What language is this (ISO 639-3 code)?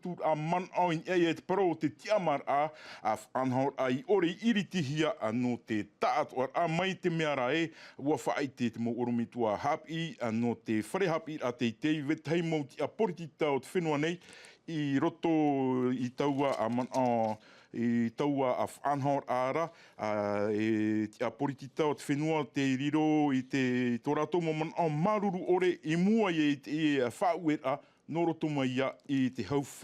tah